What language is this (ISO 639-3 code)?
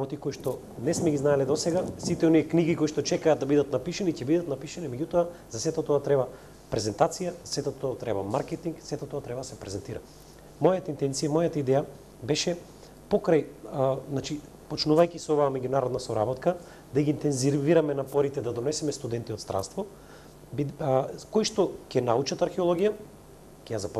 mkd